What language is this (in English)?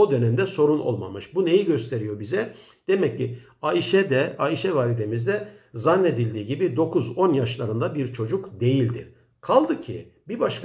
Turkish